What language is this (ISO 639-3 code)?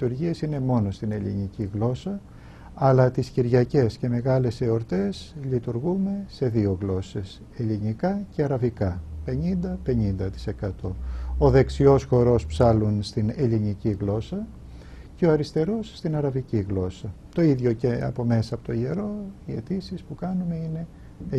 ell